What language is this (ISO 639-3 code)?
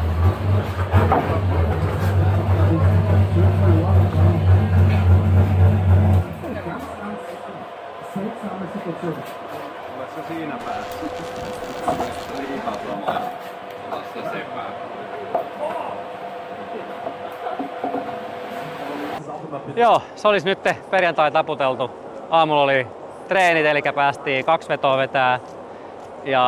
fin